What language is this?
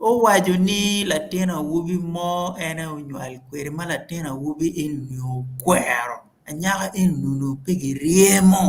Acoli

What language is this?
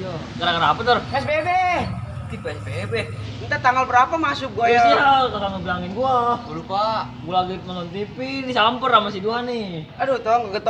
Betawi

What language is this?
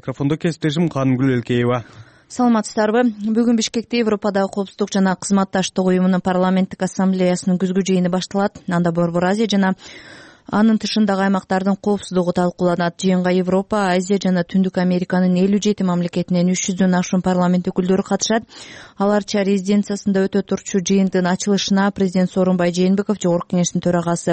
Kyrgyz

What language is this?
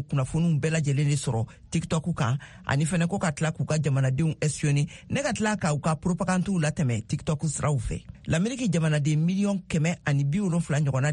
Bambara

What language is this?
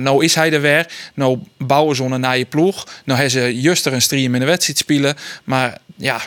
Western Frisian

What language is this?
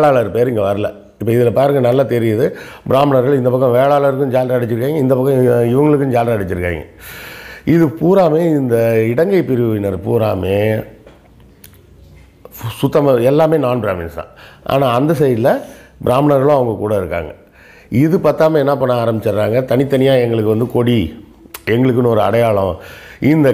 Tamil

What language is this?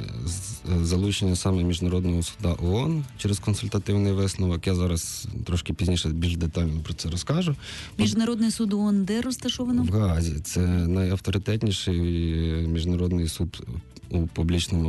Ukrainian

